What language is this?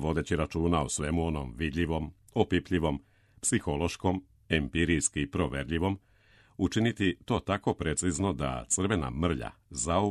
Serbian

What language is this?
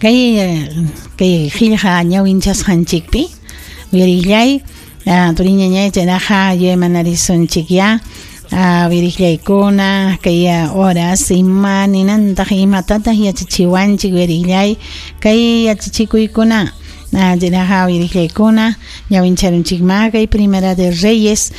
Ayacucho Quechua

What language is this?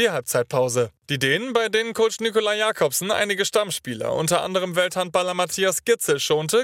German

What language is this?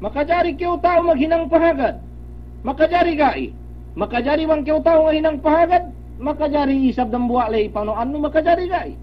Yakan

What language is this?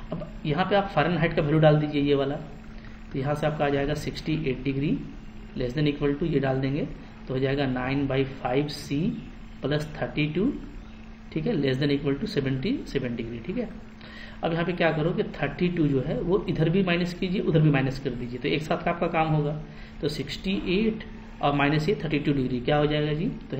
Hindi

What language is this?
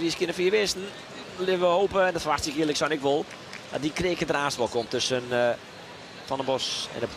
Western Frisian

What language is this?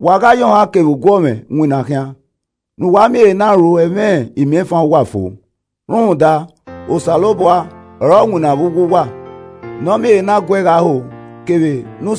Esan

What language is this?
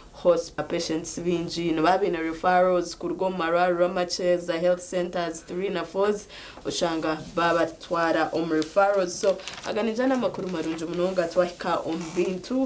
Nyankole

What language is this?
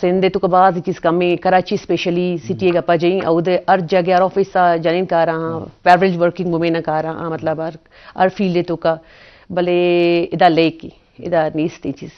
Eastern Balochi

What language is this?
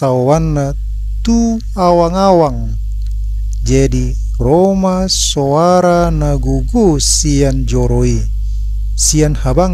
Batak Toba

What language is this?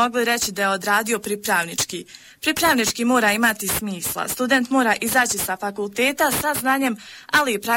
Bosnian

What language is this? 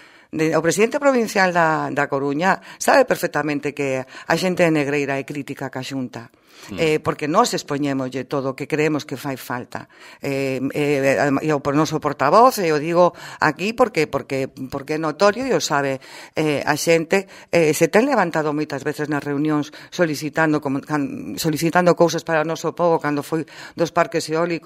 Galician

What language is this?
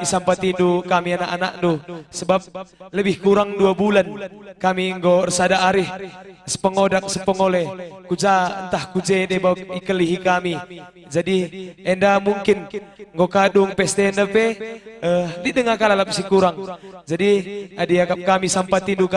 Batak Karo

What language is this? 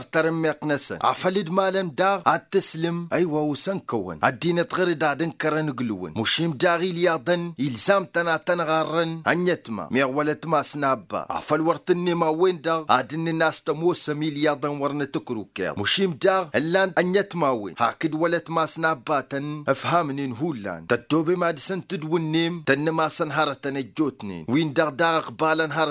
Tamasheq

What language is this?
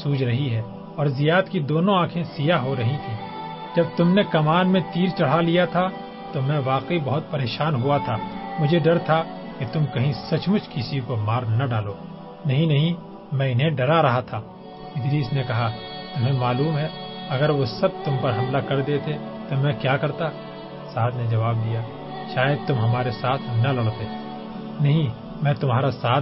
Urdu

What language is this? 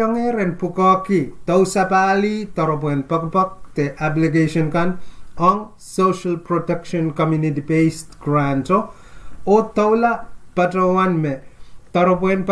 Pohnpeian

